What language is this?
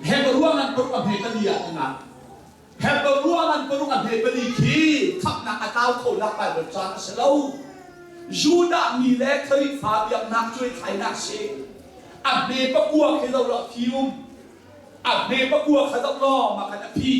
Hakha Chin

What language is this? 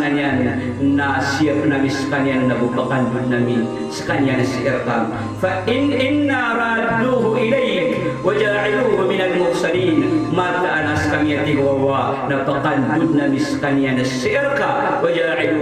Maranao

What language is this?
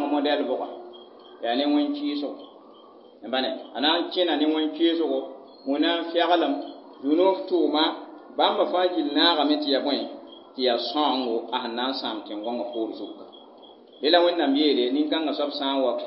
Mossi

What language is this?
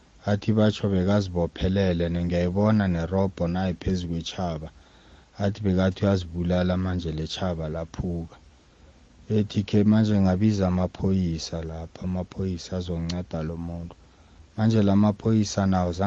South Ndebele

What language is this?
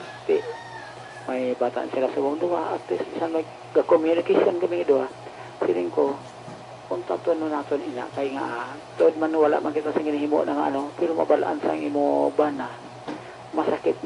Hiligaynon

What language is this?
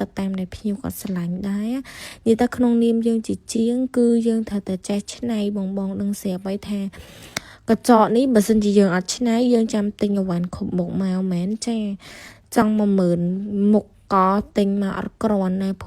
Khmer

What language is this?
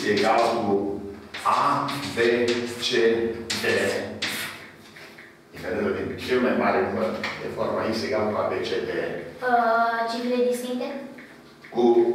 Romanian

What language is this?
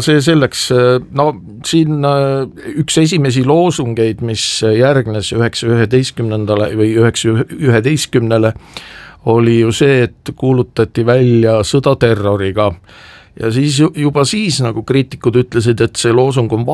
Estonian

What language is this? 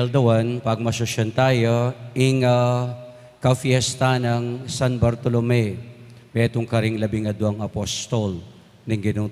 Pampanga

